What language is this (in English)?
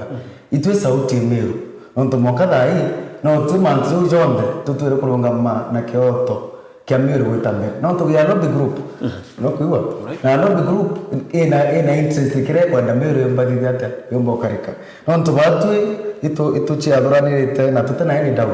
Meru